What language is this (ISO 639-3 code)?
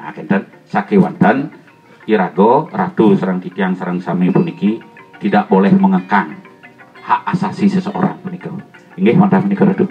ban